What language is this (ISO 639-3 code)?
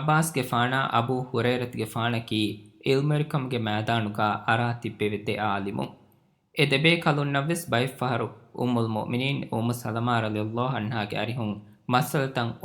div